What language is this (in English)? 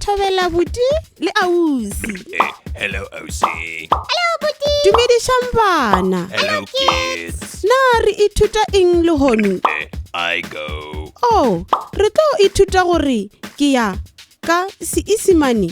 Tswana